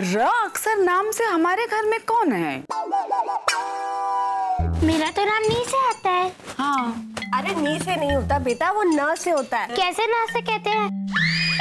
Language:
Hindi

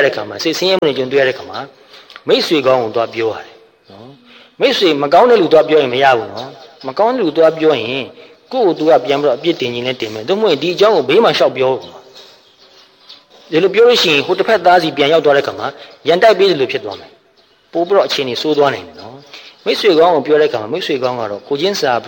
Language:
Burmese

